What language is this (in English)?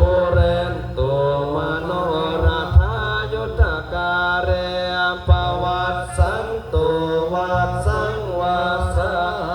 Pali